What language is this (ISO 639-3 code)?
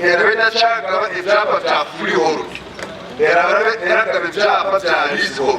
nyn